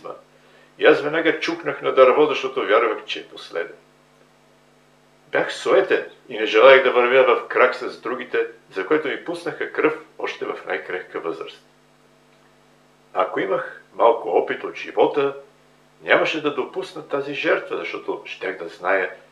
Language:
Bulgarian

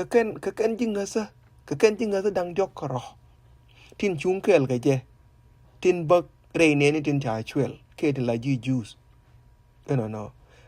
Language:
Nuer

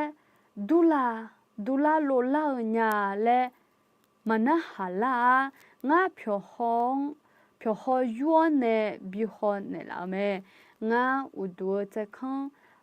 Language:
Akha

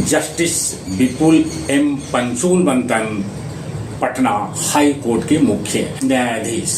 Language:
Magahi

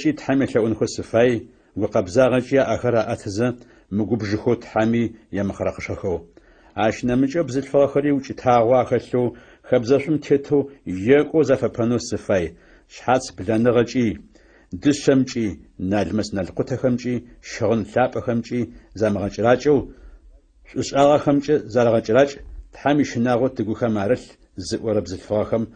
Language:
Adyghe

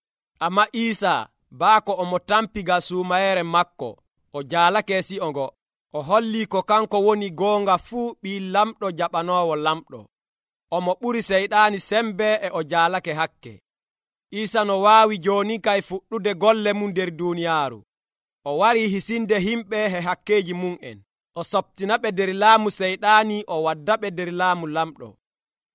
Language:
Nigerian Fulfulde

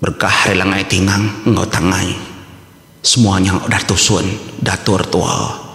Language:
Iban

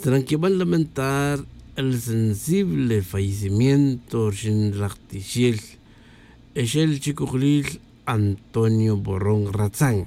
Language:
Tz'utujil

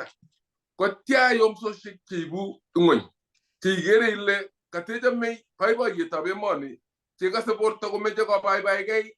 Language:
Kalenjin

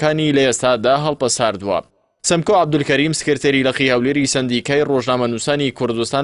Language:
Central Kurdish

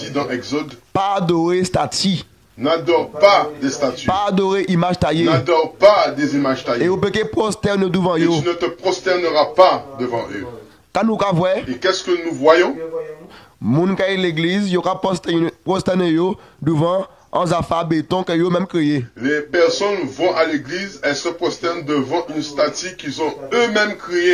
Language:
Guadeloupean Creole French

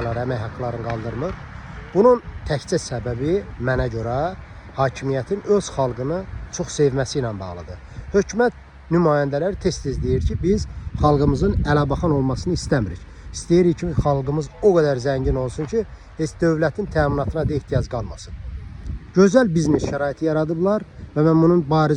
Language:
Azerbaijani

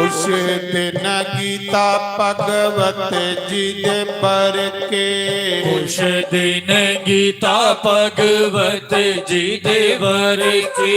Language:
Dogri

